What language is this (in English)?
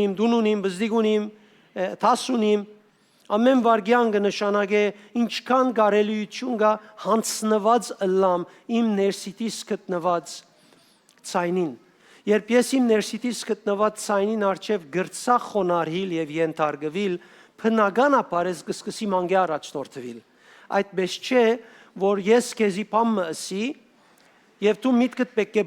Western Armenian